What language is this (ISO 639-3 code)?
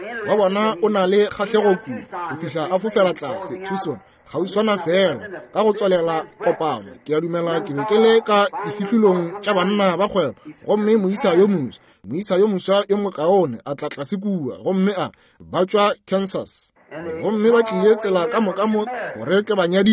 nso